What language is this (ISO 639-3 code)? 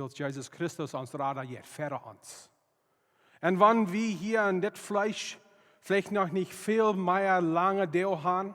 pdt